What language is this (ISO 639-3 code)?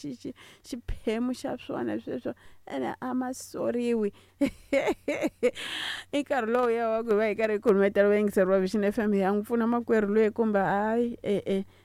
tso